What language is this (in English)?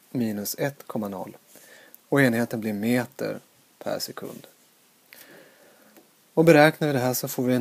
Swedish